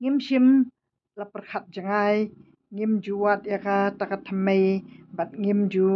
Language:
Khasi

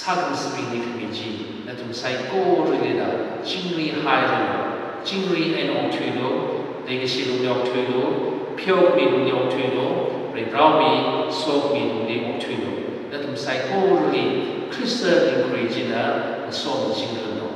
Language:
Tangkhul Naga (India)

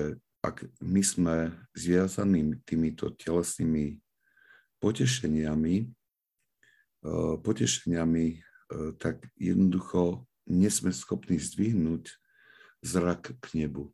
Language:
Slovak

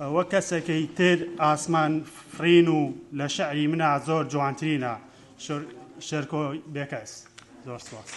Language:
Central Kurdish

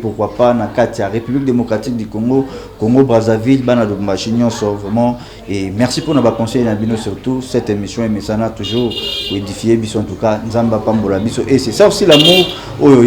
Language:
Lingala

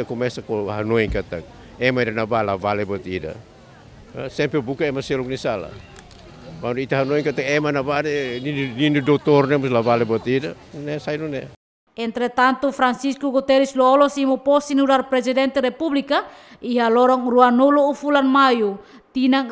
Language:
Tetum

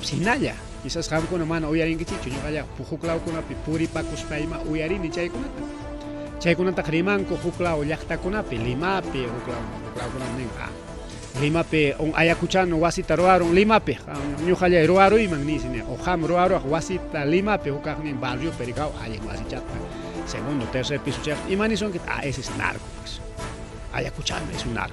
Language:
Ayacucho Quechua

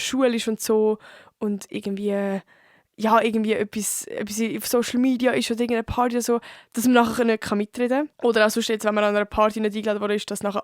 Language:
Swiss German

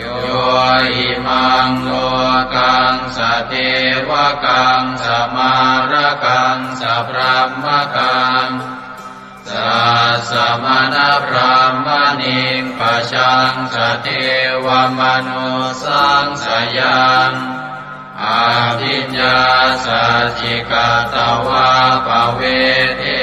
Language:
Pali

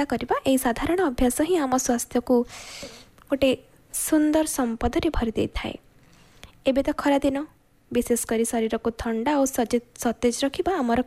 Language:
Odia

